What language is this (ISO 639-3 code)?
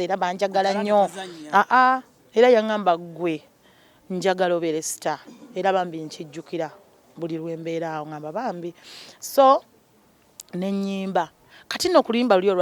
lug